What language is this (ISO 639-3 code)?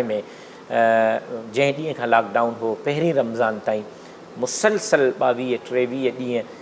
snd